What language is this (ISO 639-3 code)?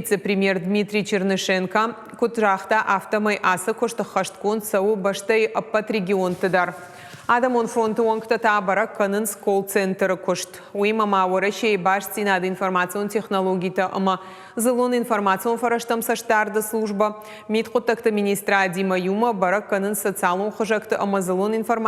oss